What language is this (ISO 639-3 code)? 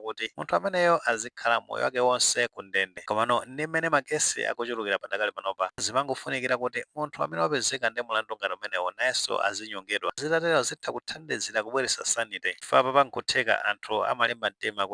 nya